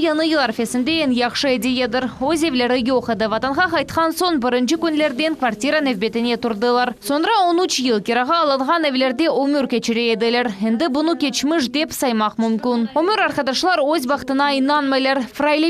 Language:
Crimean Tatar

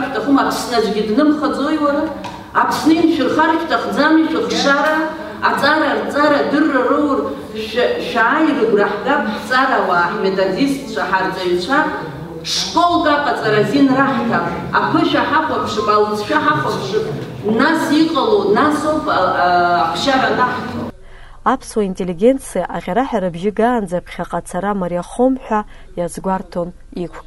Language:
Abkhazian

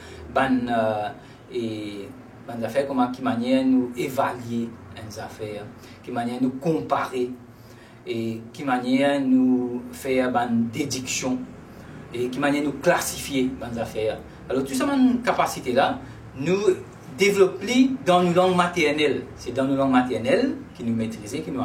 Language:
Morisyen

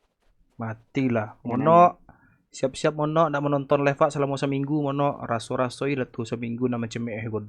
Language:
Minangkabau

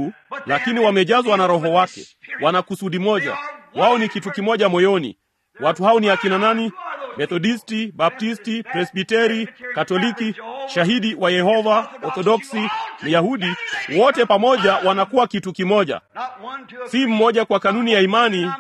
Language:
Swahili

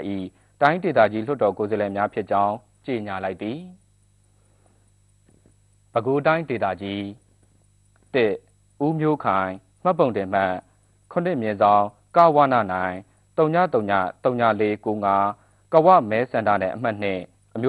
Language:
Burmese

